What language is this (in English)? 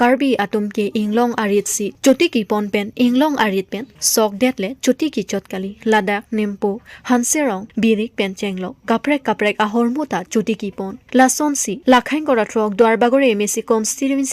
Karbi